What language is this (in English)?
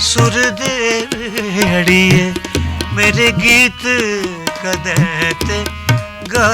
Dogri